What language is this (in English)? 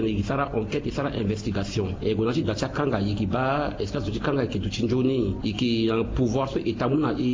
Sango